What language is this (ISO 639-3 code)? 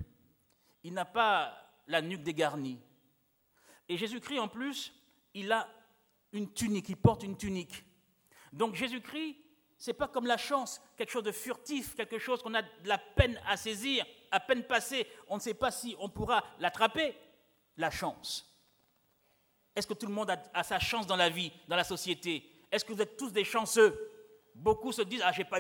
fra